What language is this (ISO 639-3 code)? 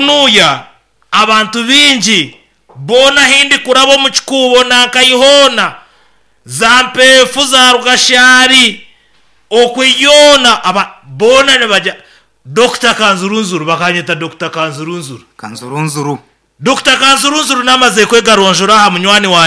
nyn